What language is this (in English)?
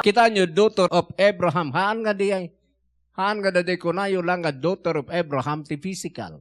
Iloko